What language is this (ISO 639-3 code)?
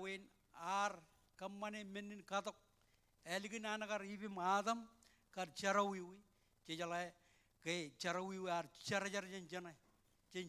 mah